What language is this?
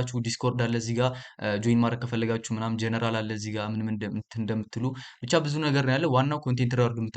Amharic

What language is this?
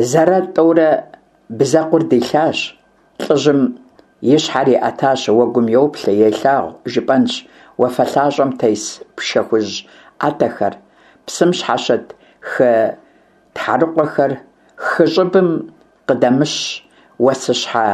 Kabardian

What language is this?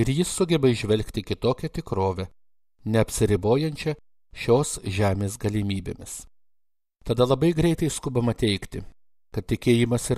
Lithuanian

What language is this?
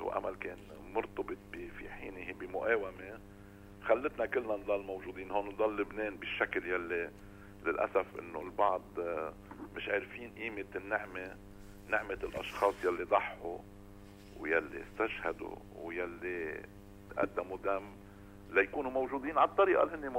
North Levantine Arabic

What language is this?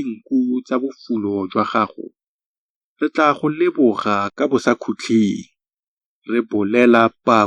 Tswana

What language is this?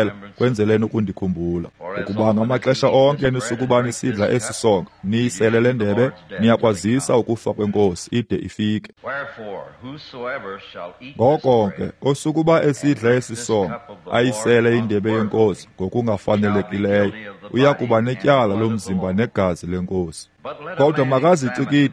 Xhosa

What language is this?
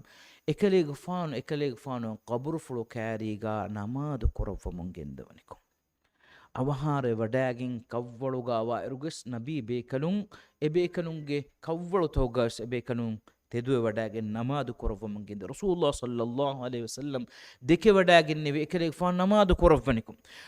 Divehi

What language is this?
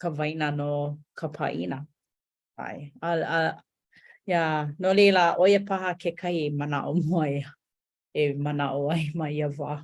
Hawaiian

